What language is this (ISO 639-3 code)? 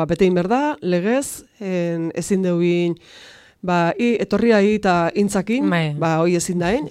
eus